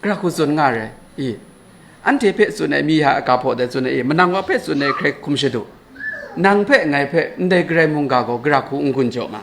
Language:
Kachin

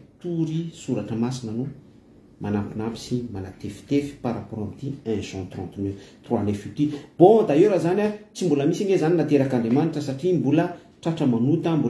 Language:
Malagasy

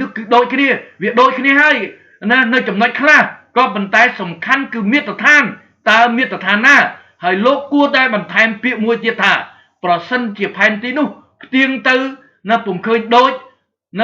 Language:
Khmer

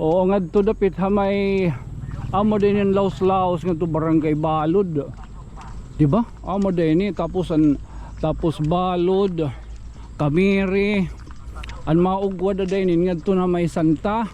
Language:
Waray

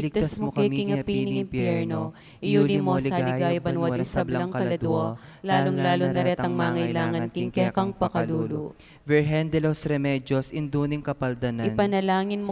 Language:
Pampanga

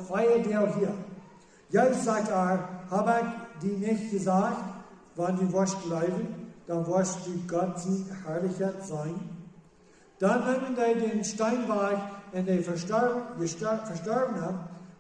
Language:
Plautdietsch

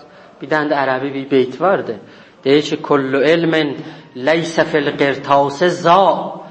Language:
South Azerbaijani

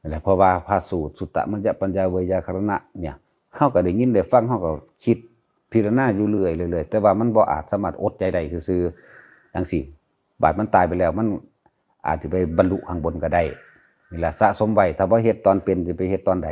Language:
Northeastern Thai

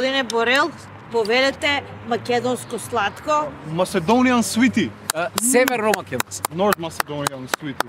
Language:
Macedonian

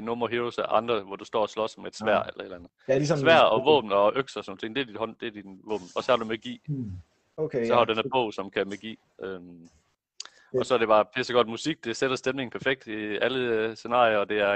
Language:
Danish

